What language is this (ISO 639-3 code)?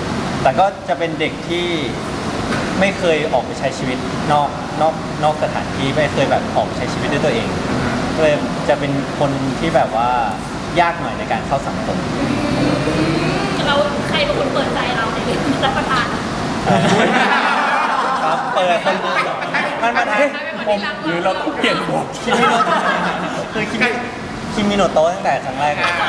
tha